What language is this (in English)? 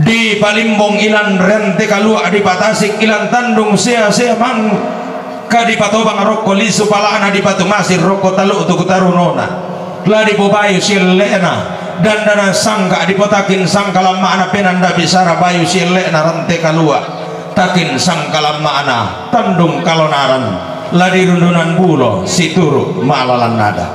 Toraja-Sa'dan